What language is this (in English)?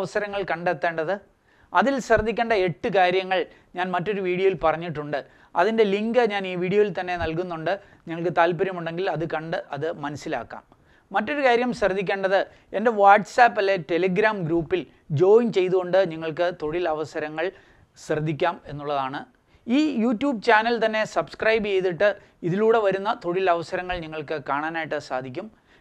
Malayalam